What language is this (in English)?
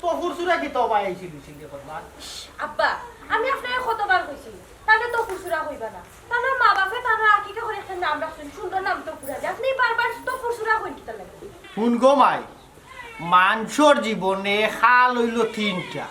Sylheti